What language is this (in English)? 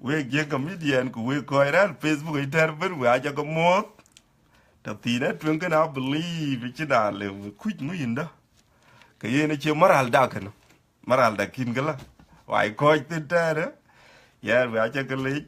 Dinka